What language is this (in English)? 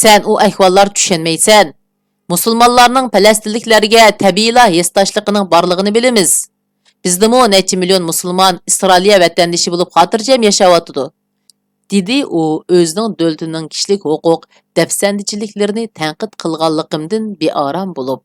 Uyghur